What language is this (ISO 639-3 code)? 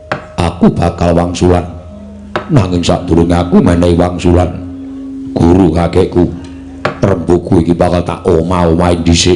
jav